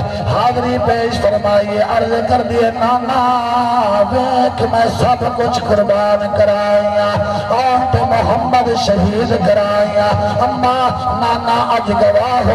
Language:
Saraiki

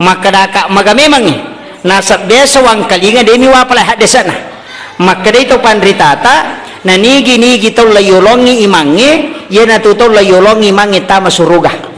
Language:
Buginese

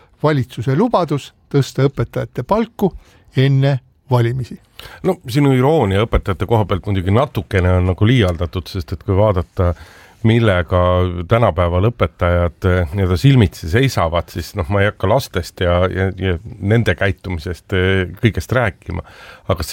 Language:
Estonian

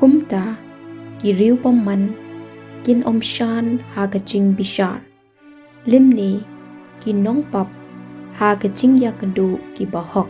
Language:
Khasi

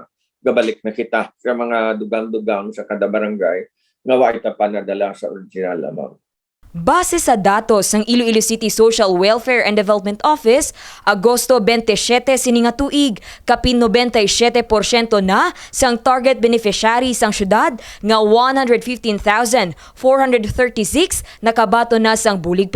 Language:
Hiligaynon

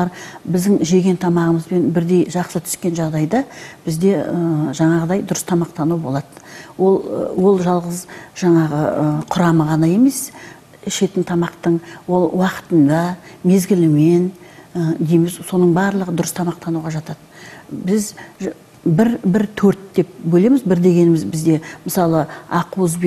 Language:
Kazakh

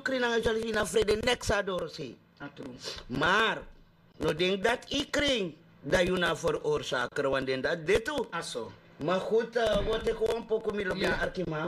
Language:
Sranan Tongo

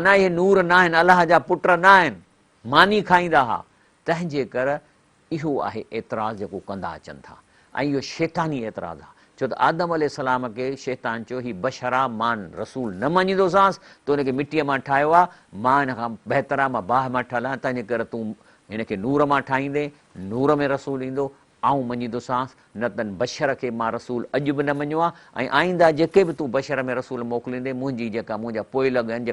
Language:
Sindhi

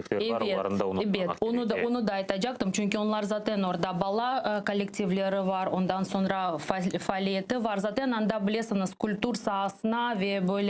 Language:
Crimean Tatar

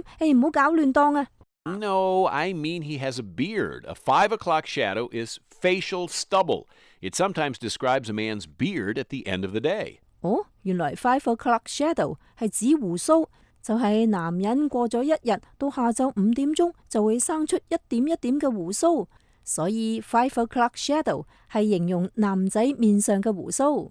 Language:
Cantonese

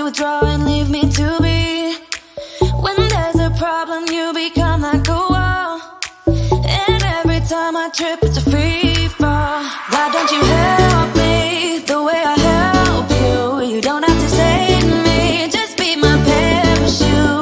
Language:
English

